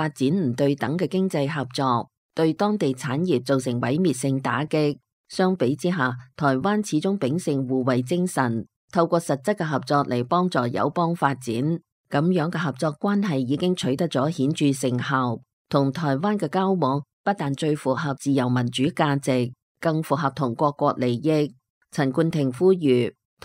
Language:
Cantonese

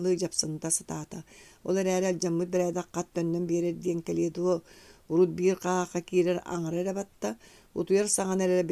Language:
Yakut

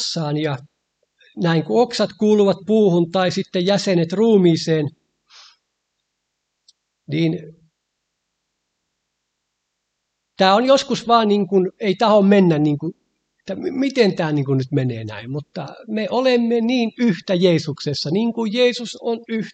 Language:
Finnish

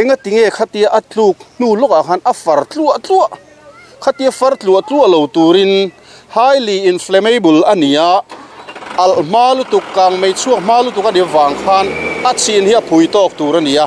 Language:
Mizo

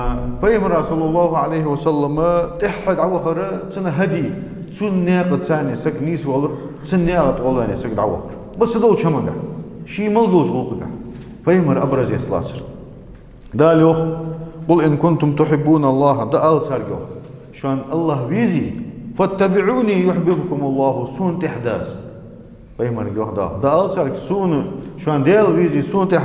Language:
Ingush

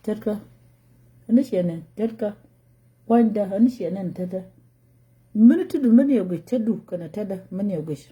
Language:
Nuer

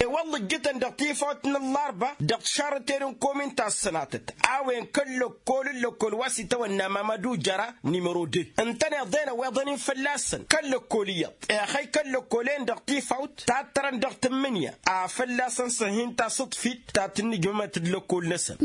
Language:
Tamasheq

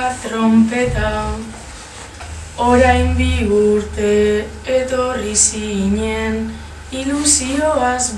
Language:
Basque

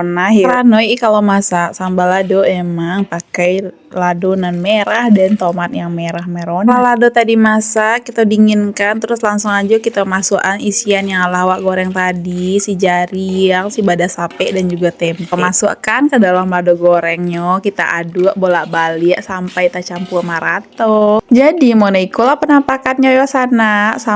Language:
Minangkabau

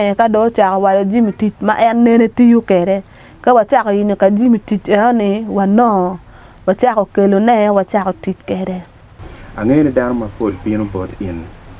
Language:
Acoli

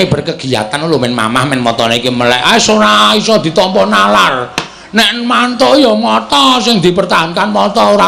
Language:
Javanese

